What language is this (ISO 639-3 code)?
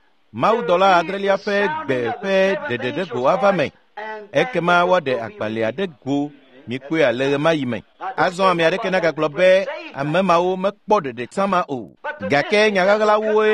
ewe